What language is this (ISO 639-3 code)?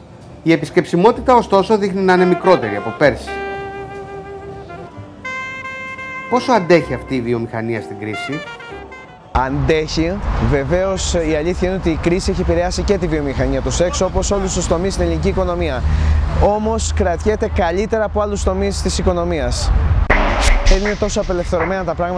ell